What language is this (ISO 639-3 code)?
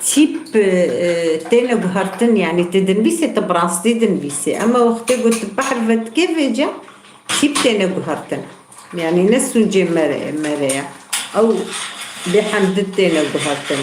kur